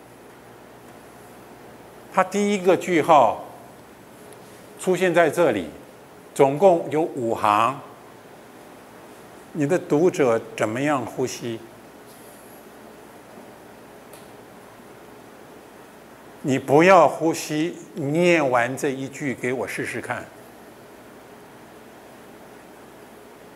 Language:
Chinese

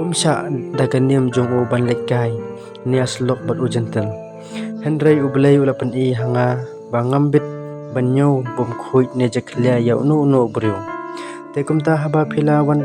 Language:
Khasi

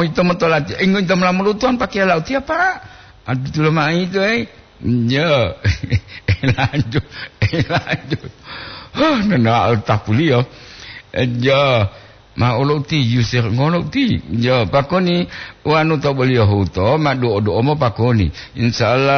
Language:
Gorontalo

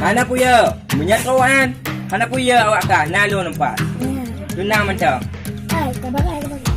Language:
Achinese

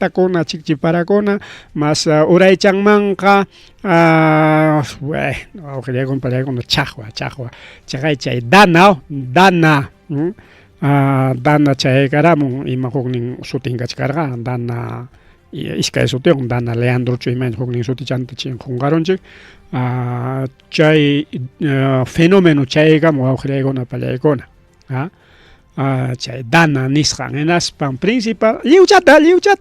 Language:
Ayacucho Quechua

